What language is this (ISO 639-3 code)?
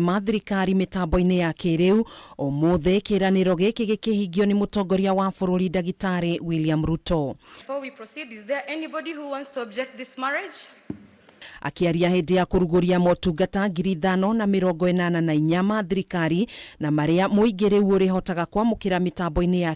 kik